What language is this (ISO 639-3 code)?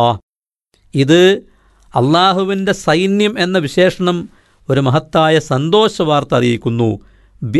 mal